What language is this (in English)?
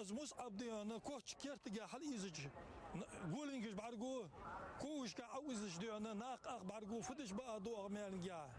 Ingush